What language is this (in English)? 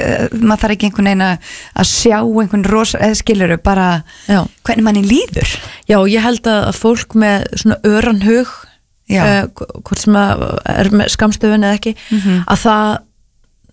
Icelandic